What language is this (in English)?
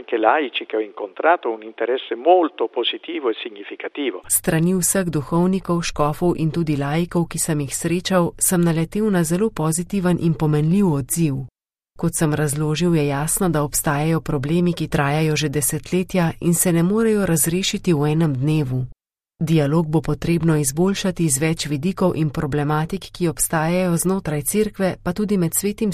Slovenian